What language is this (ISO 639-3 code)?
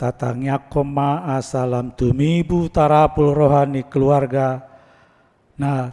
bbc